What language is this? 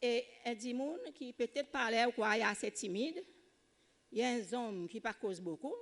Seselwa Creole French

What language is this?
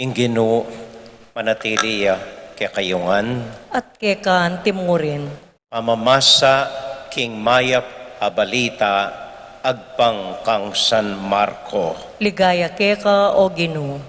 Pampanga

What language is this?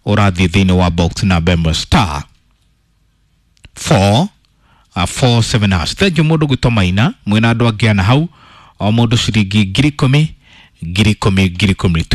Kikuyu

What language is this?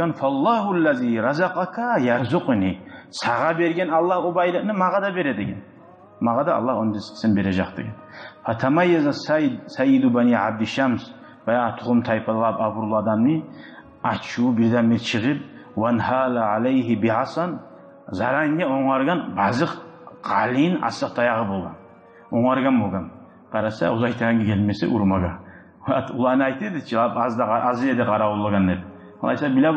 Kumyk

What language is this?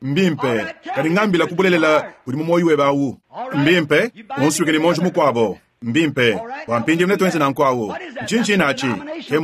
Luba-Lulua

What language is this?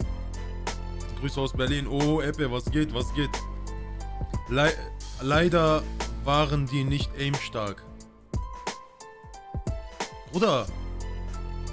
German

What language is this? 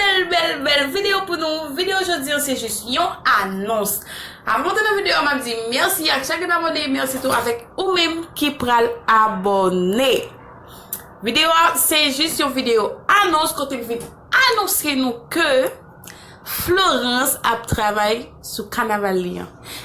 Haitian Creole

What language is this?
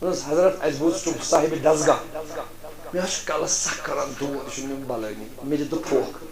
Kashmiri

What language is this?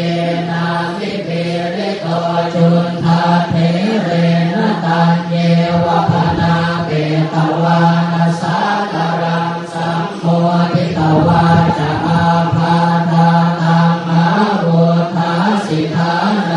Pali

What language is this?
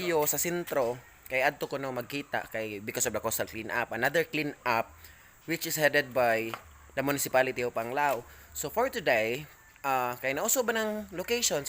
Cebuano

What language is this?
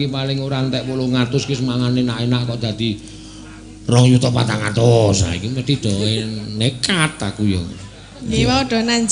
Javanese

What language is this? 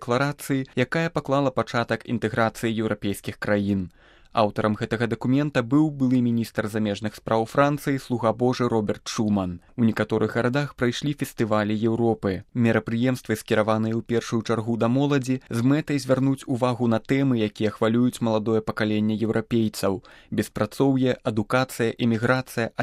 Belarusian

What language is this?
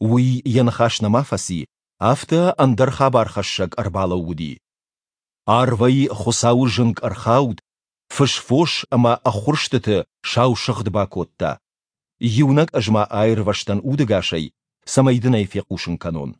Ossetic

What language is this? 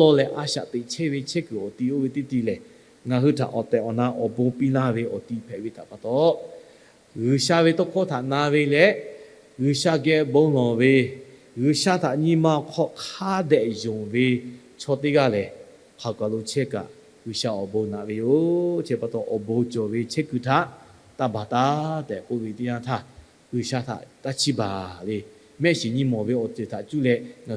Lahu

